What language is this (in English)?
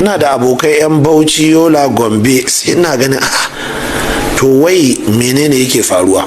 Hausa